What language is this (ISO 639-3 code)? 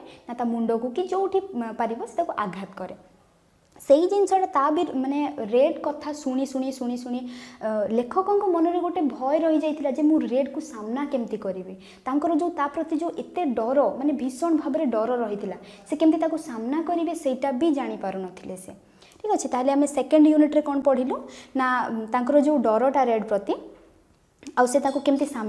ori